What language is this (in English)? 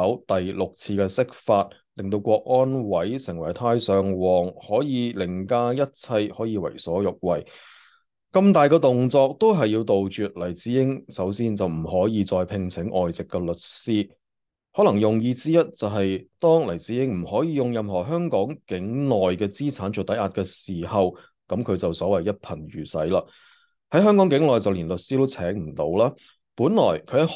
Cantonese